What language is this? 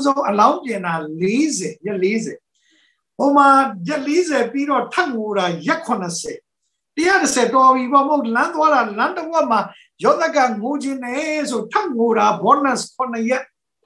Burmese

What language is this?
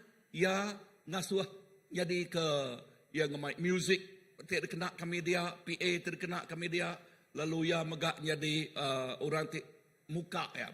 Iban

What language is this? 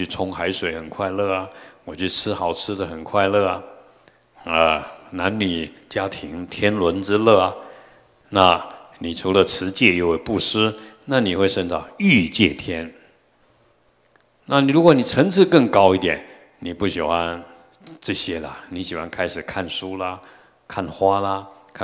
Chinese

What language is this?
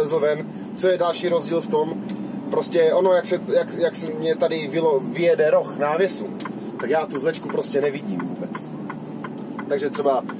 Czech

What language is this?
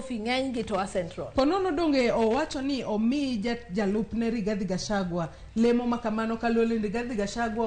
Luo (Kenya and Tanzania)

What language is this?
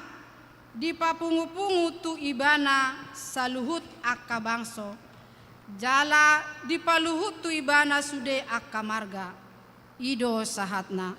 Batak Toba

